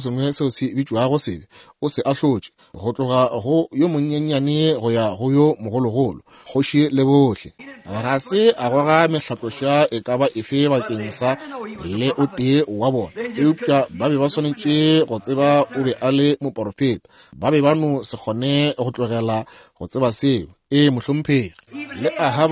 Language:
Northern Sotho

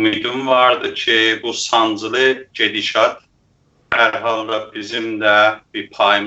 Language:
South Azerbaijani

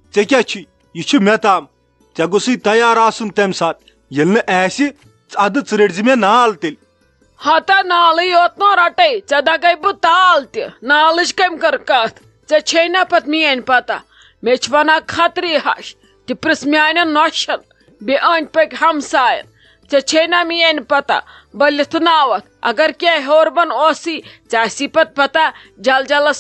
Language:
Kashmiri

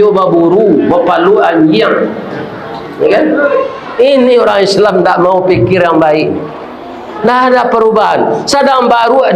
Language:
Minangkabau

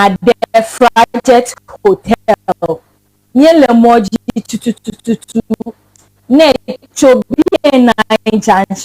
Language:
Ewe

